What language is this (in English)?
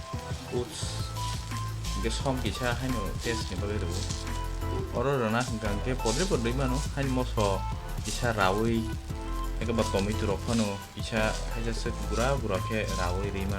Kok Borok